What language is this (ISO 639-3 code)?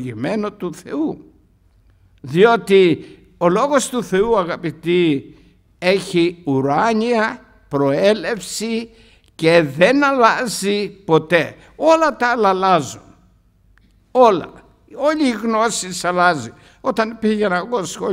ell